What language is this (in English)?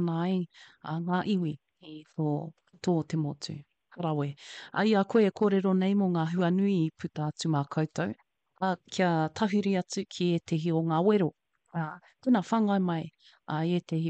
Māori